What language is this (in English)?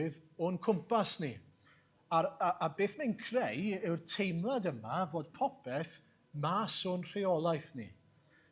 Welsh